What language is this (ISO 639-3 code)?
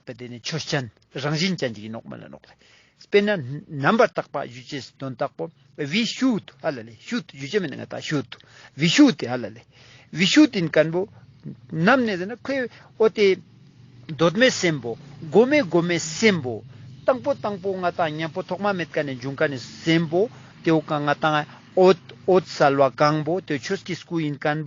lbj